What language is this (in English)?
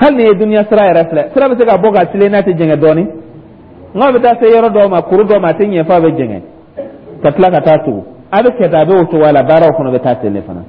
Dyula